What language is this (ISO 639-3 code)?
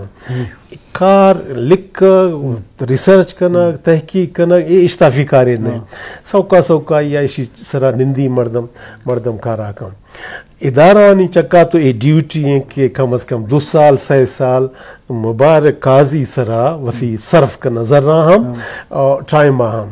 bgp